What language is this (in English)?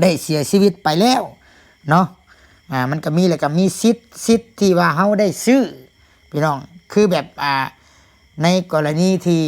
Lao